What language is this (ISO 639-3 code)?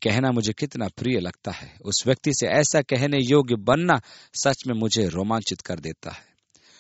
hin